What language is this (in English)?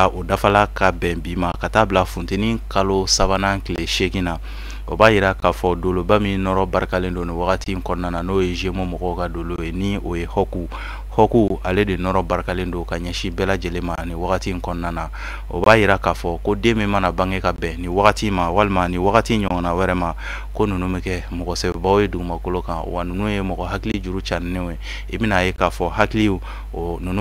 Bambara